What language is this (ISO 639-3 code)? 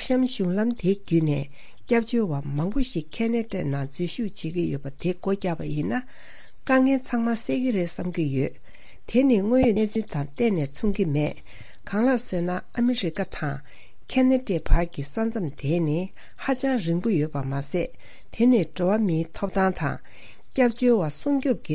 bod